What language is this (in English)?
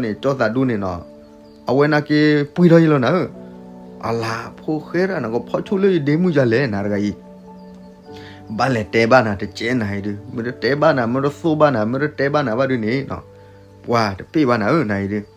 S'gaw Karen